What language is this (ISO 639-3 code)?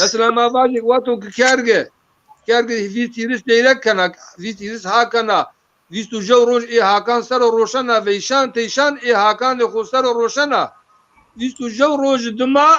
zza